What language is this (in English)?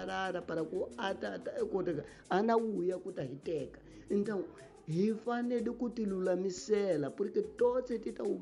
Tsonga